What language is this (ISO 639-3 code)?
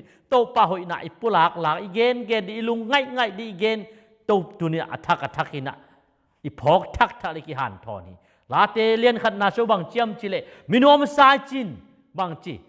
ctd